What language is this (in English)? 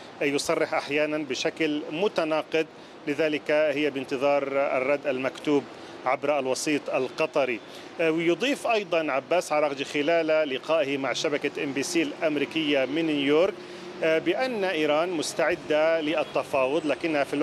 Arabic